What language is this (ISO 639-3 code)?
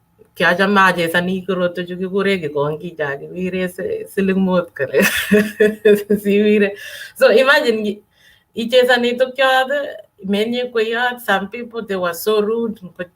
kln